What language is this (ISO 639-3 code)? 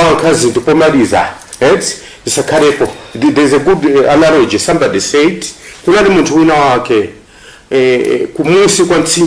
nya